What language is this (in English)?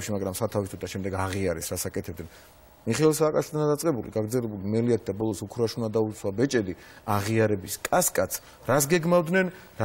Georgian